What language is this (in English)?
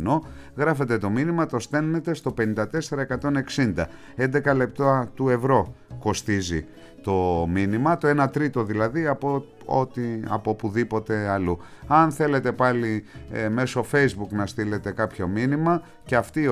Greek